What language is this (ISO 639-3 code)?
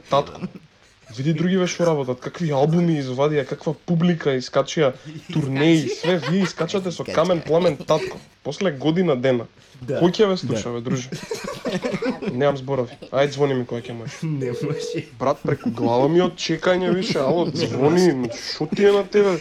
mkd